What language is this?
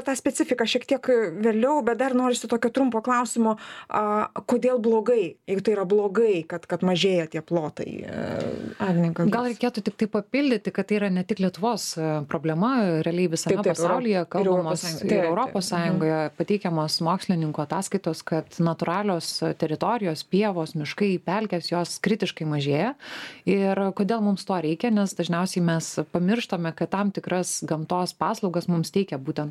Lithuanian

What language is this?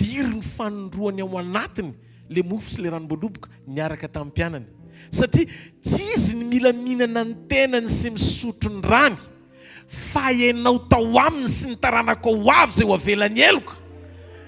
Malagasy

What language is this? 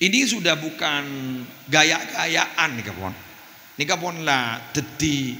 Madurese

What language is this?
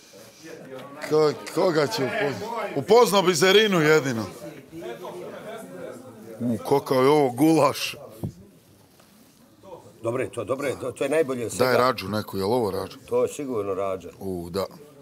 Bosnian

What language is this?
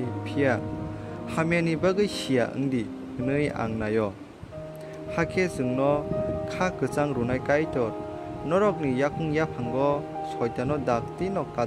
Kok Borok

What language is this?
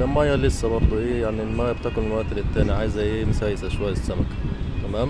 Egyptian Arabic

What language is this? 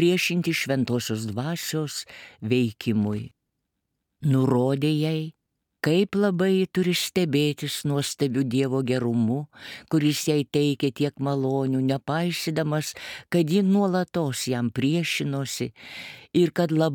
Lithuanian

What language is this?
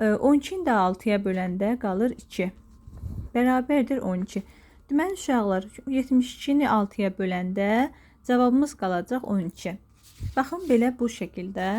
Azerbaijani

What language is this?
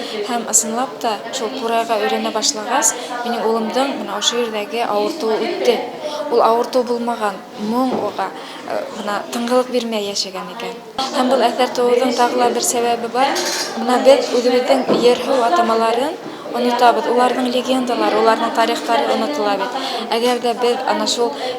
Bashkir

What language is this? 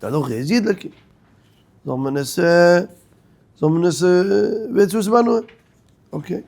Yiddish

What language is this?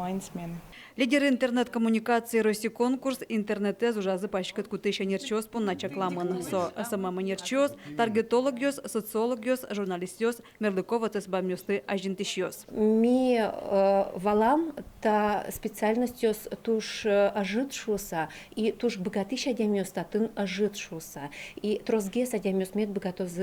Udmurt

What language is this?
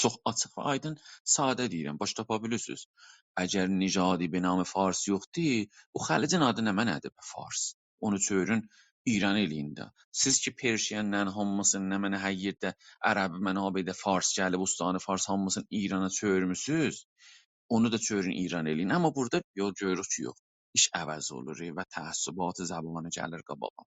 South Azerbaijani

